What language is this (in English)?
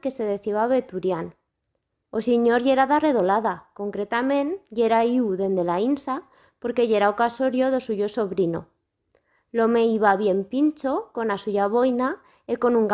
Aragonese